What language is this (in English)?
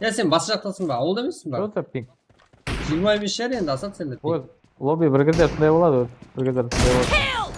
Kara-Kalpak